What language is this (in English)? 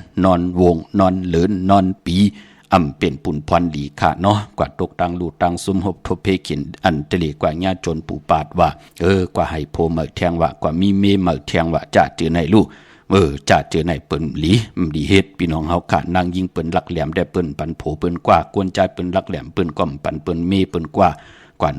Shan